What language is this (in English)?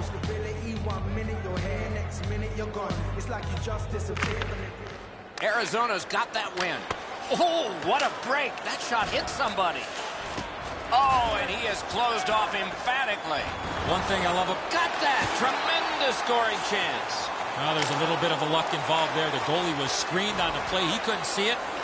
English